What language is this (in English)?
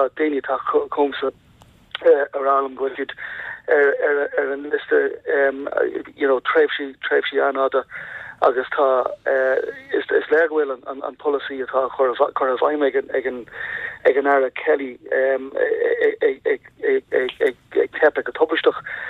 Irish